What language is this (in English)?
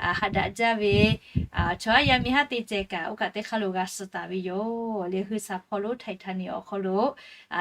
Lahu